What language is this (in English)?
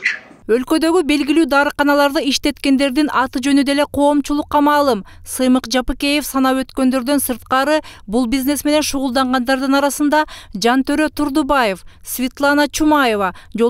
Kyrgyz